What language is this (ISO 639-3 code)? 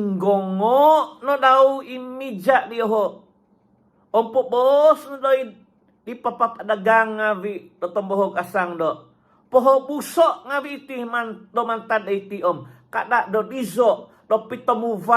dtp